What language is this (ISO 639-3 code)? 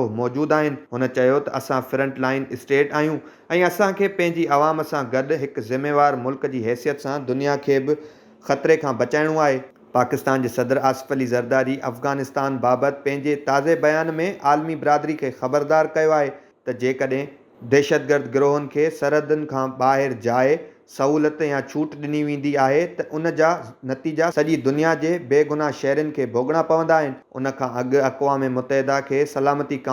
snd